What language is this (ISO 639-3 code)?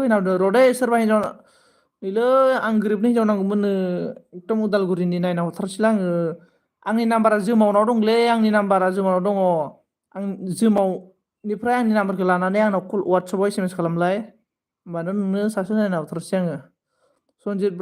brx